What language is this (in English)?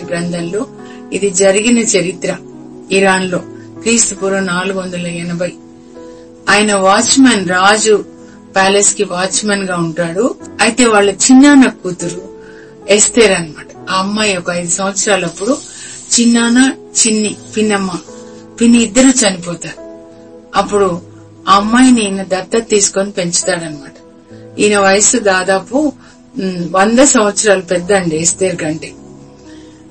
Telugu